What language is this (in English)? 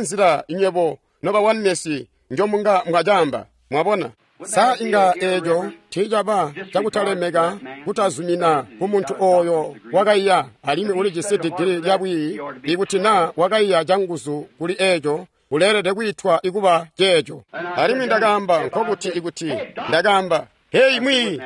Tonga (Zambia)